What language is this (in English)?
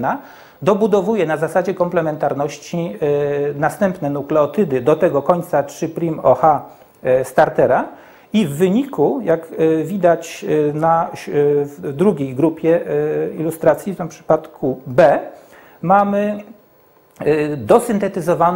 Polish